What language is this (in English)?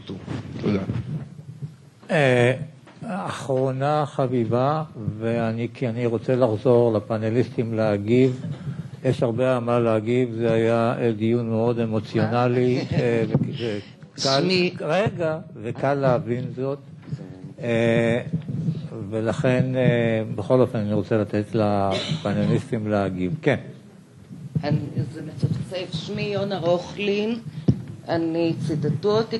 Hebrew